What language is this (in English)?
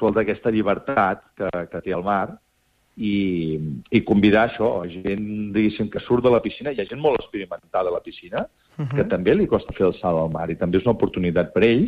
Catalan